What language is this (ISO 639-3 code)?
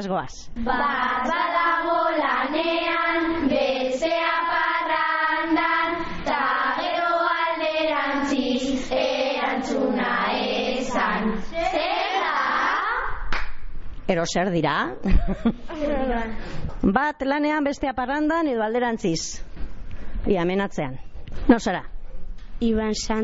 eus